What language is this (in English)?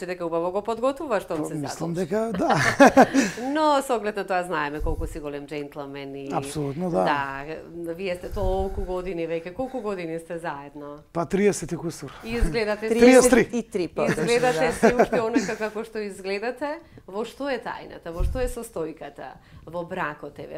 Macedonian